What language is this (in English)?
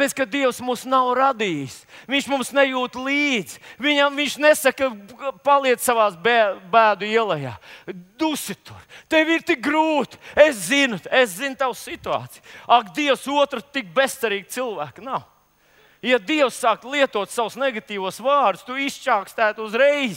Latvian